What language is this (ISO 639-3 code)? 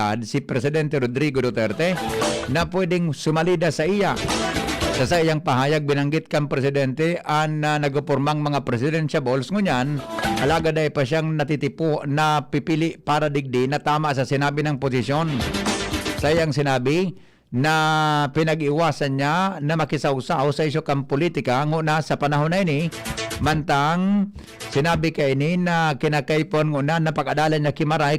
bik